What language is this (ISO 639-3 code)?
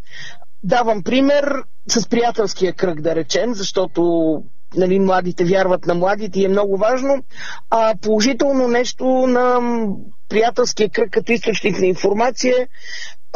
bul